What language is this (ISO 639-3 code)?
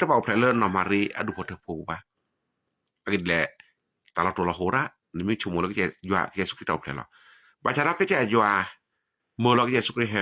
ksw